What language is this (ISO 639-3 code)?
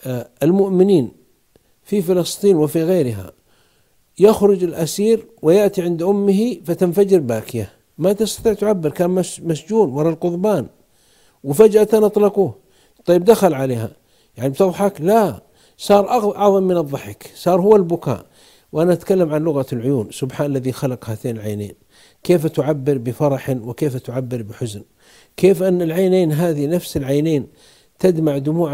ara